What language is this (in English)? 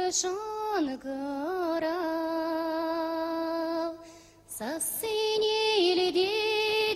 Chuvash